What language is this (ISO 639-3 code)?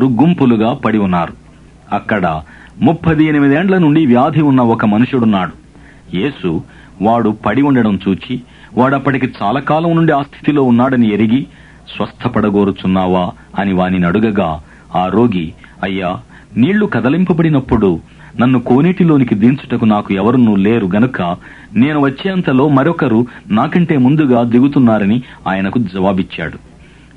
tel